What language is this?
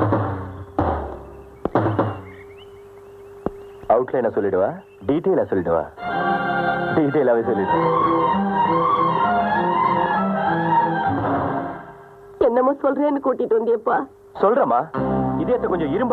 Tamil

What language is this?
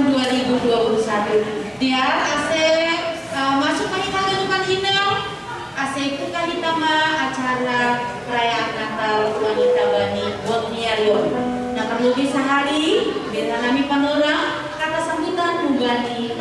Batak Simalungun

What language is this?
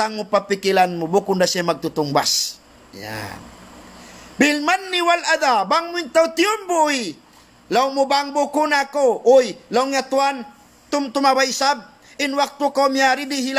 Tausug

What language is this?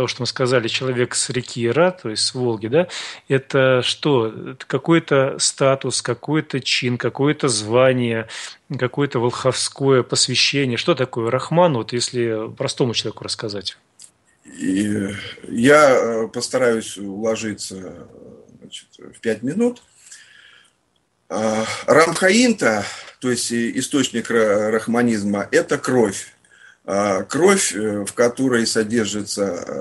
Russian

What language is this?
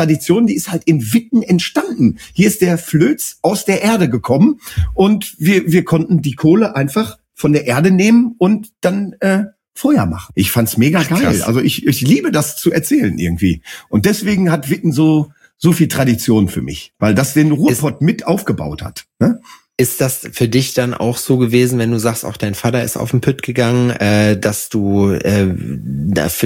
German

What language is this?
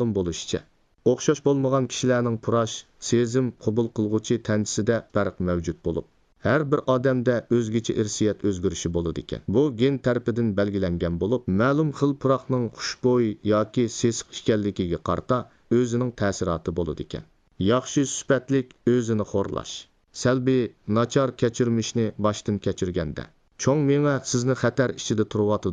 Uyghur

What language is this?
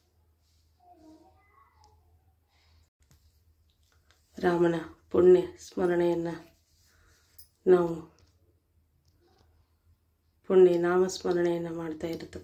Kannada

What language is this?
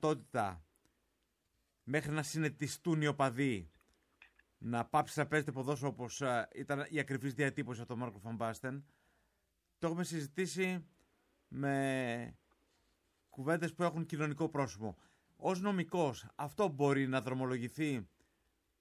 Greek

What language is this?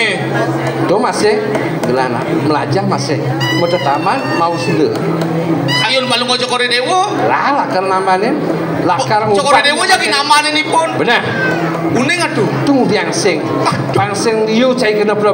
Balinese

